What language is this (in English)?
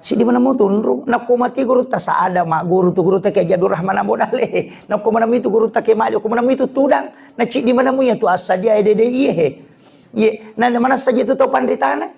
Buginese